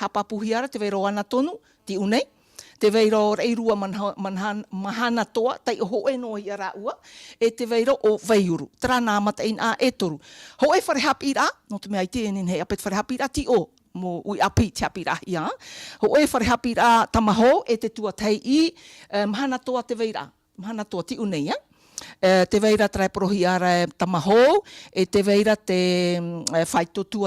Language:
Tahitian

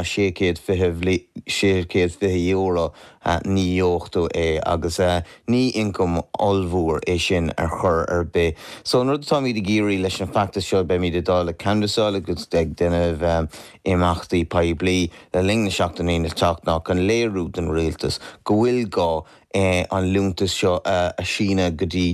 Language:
Irish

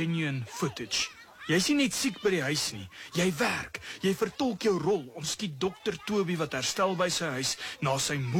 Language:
Afrikaans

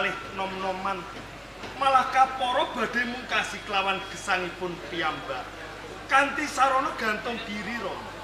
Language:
Javanese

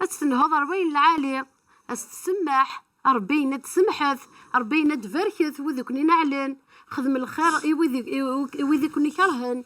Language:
Kabyle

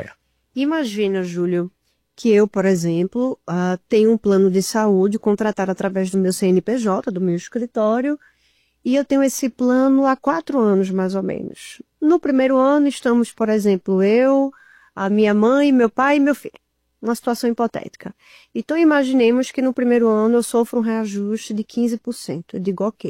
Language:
Portuguese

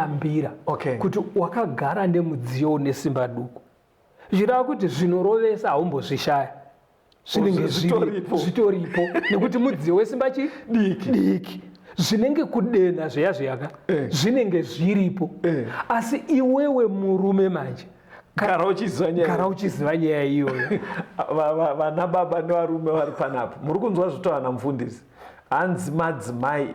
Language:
Shona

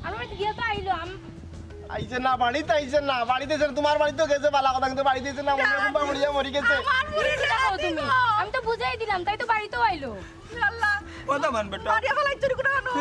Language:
Sylheti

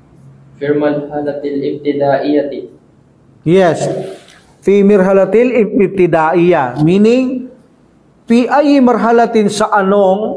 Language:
Filipino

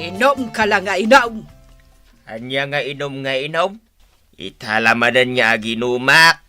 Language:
Iloko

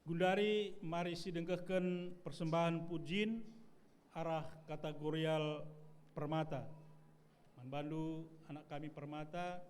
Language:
Batak Karo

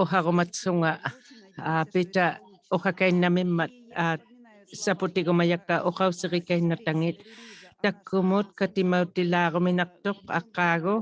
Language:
Inuktitut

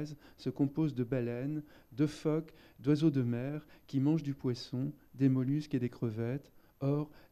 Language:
French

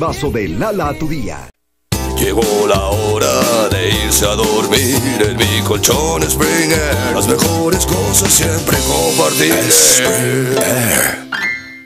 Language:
Spanish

